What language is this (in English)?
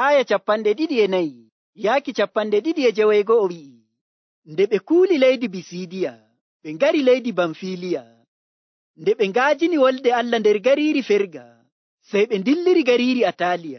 Nigerian Fulfulde